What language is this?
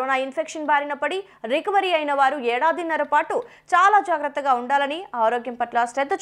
Telugu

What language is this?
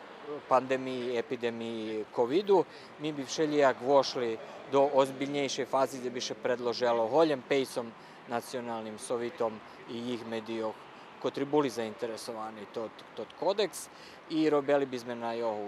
Rusyn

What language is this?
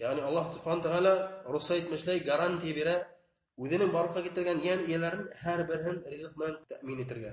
Bashkir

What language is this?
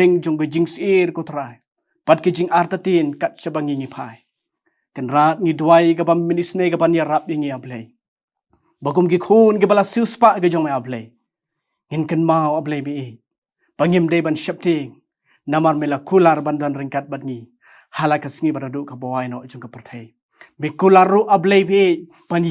Khasi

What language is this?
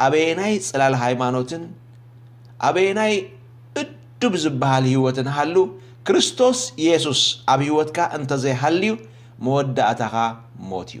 Tigrinya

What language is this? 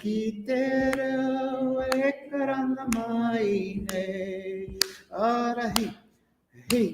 Māori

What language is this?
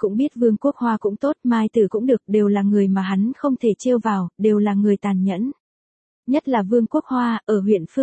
Vietnamese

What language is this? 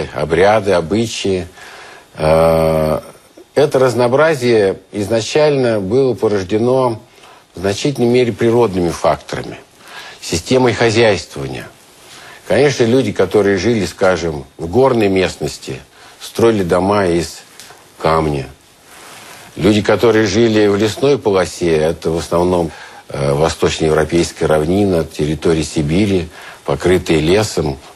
Russian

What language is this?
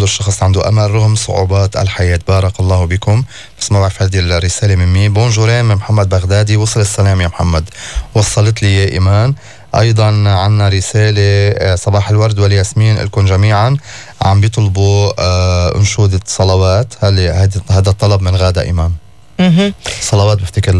North Levantine Arabic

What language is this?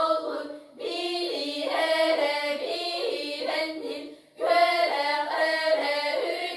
Yakut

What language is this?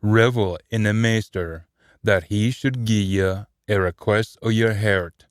Scots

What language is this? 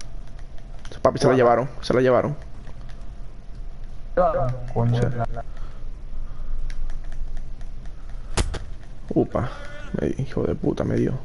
Spanish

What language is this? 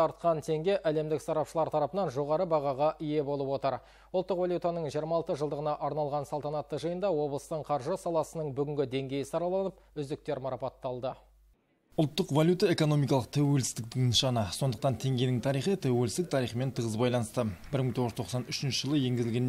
Kazakh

